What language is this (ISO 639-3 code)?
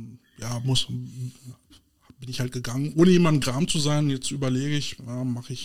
deu